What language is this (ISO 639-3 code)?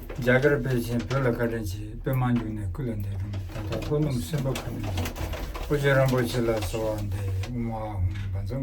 bod